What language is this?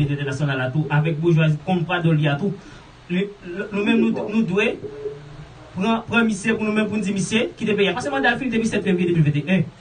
Haitian Creole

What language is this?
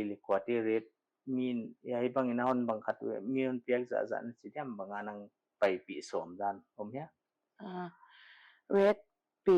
Paite Chin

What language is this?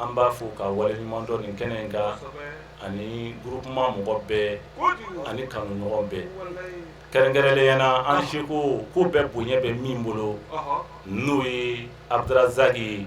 Bambara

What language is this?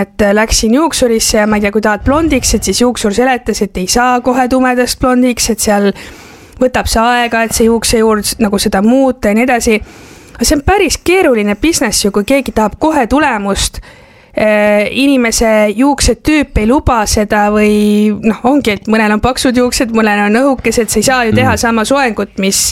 Estonian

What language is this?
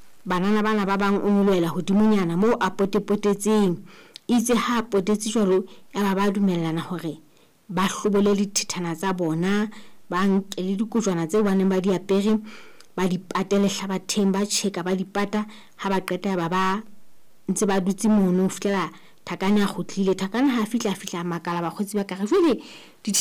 Southern Sotho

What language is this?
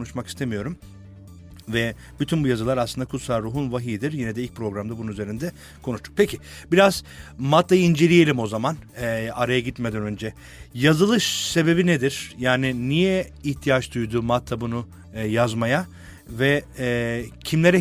Turkish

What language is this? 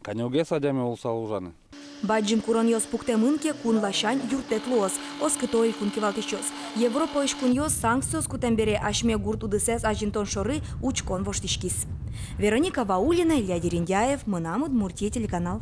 Udmurt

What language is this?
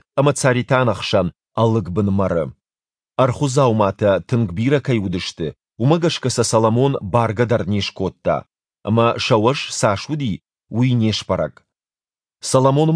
Ossetic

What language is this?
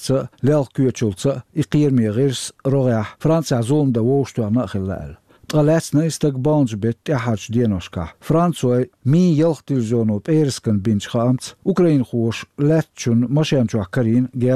Chechen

